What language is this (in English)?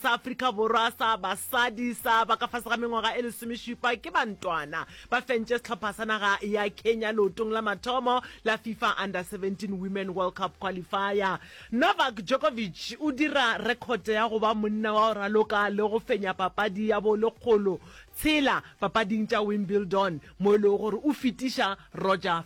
Northern Sotho